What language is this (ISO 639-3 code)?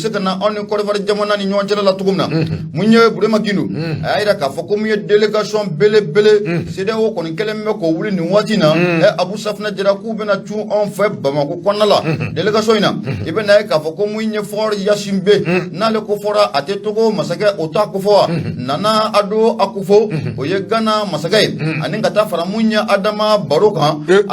bam